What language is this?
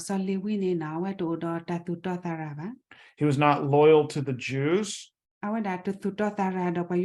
S'gaw Karen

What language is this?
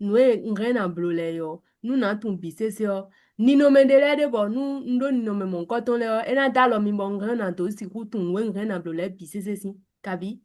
Fon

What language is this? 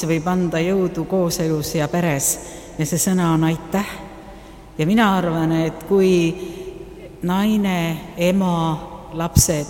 Estonian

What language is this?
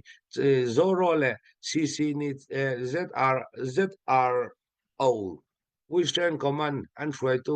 Hakha Chin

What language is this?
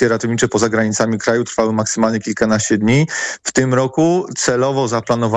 Polish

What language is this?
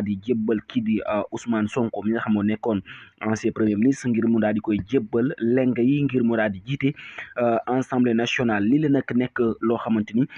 Wolof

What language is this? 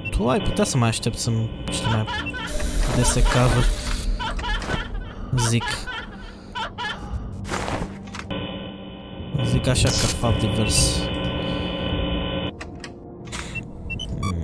Romanian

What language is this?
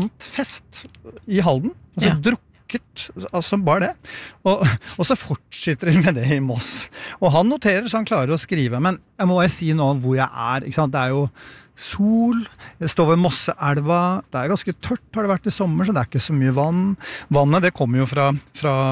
Norwegian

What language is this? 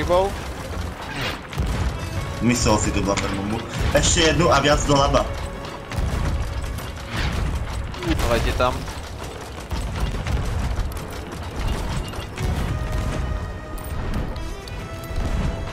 Czech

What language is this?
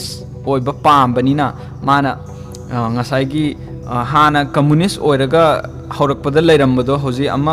Manipuri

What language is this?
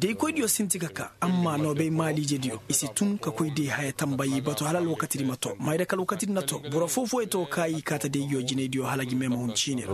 Koyraboro Senni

